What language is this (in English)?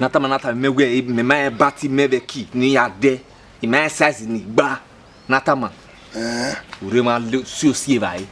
Bini